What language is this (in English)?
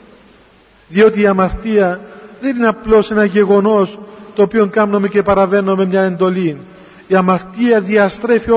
Greek